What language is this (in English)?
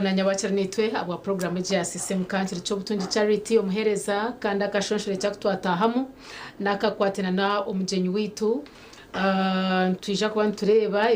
Nyankole